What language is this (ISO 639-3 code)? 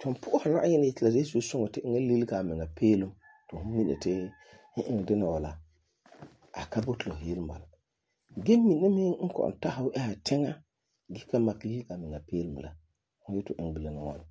gur